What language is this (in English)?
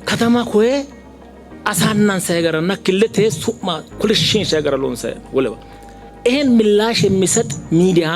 Sidamo